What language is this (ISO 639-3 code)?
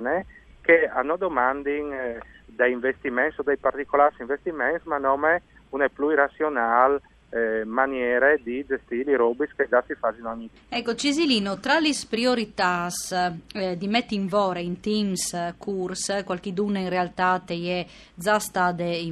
fur